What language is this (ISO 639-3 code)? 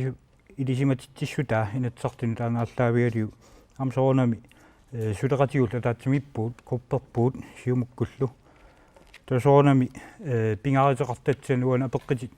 kal